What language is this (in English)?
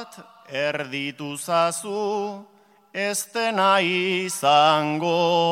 Basque